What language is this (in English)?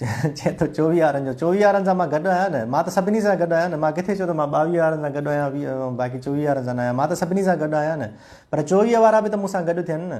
Sindhi